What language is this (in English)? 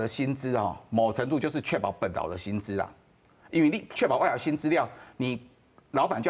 Min Nan Chinese